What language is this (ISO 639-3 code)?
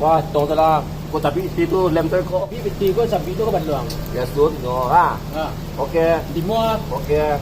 min